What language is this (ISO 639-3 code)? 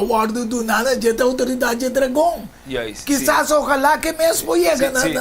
pap